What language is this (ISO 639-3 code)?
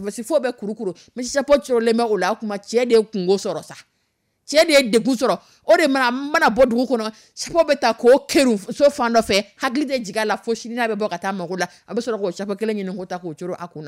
dyu